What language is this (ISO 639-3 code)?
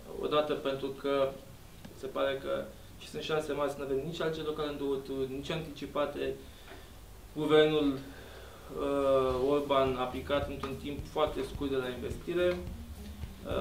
ron